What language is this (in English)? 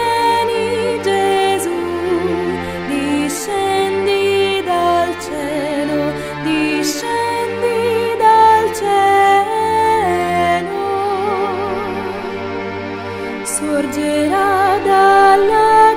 Italian